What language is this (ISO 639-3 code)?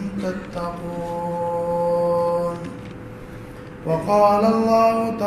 urd